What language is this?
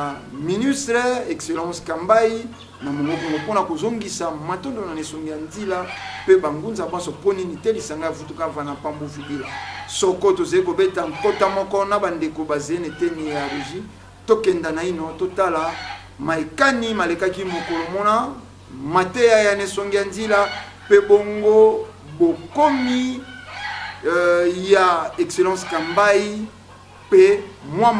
Lingala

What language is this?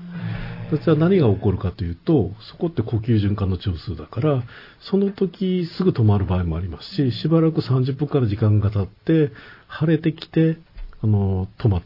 Japanese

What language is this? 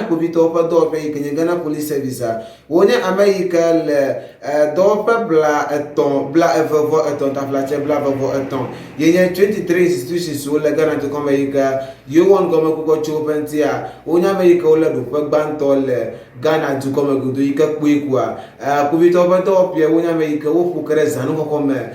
Ewe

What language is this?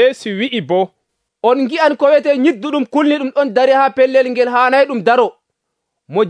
Nigerian Fulfulde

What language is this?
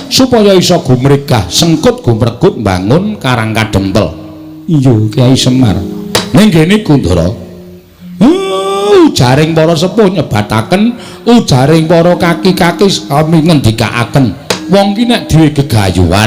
Javanese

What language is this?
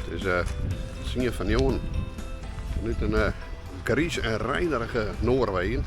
Western Frisian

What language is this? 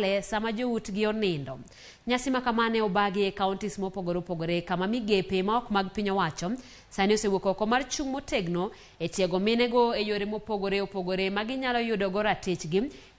Luo (Kenya and Tanzania)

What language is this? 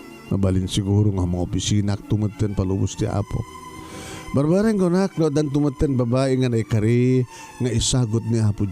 Iloko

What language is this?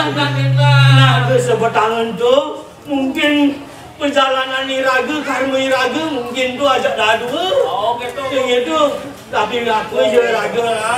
Balinese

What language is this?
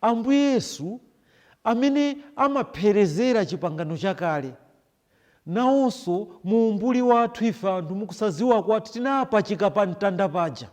Nyanja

